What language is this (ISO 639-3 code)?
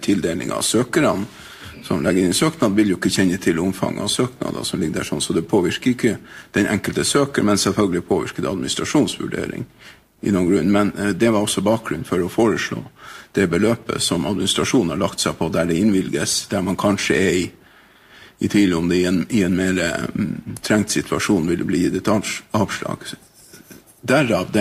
nor